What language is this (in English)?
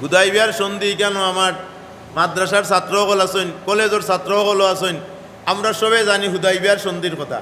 Sylheti